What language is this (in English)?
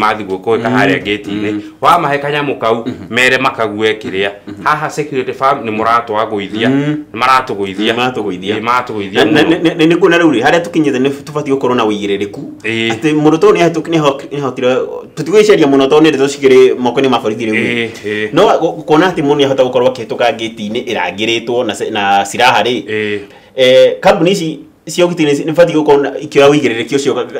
Kikuyu